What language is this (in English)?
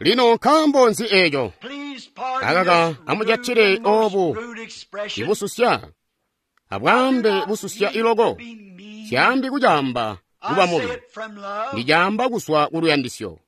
Tonga (Zambia)